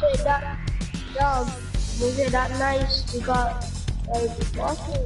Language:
Jamaican Creole English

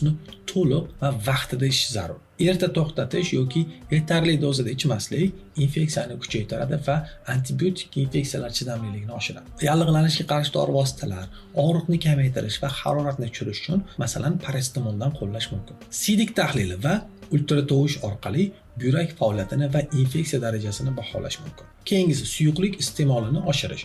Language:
Uzbek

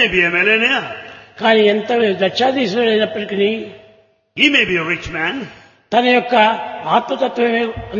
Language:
Telugu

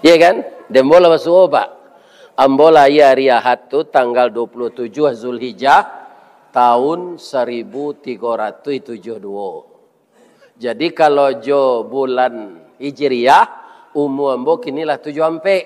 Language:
Minangkabau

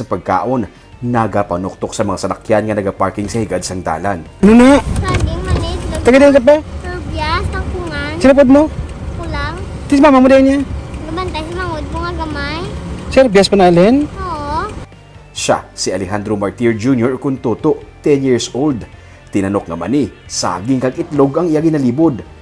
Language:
Hiligaynon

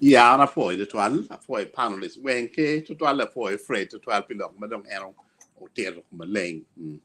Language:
Acoli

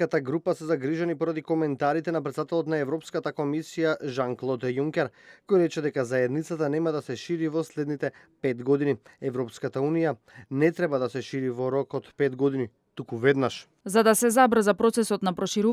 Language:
Macedonian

